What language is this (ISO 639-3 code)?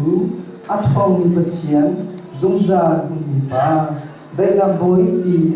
cnh